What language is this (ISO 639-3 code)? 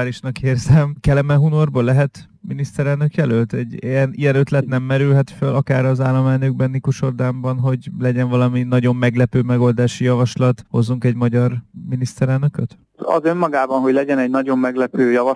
hun